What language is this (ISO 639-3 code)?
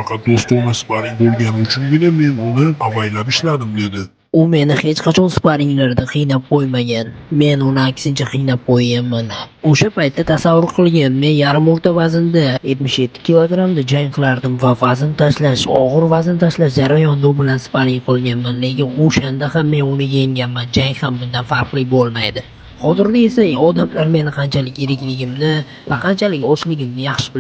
uzb